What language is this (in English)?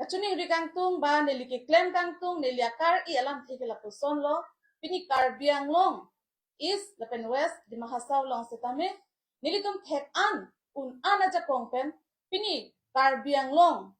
Karbi